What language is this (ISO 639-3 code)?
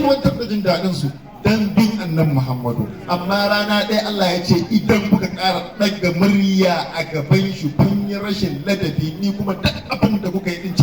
hau